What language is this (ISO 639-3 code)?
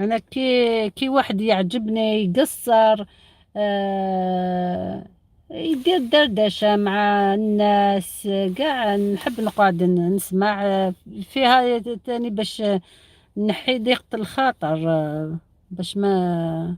arq